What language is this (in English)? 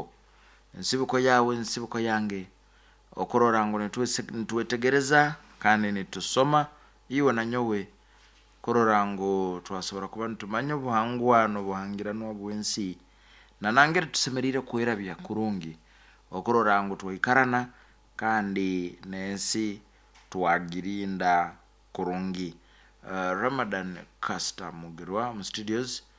Nyankole